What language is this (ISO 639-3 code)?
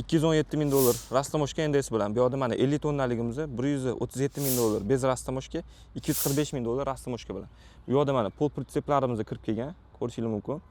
uzb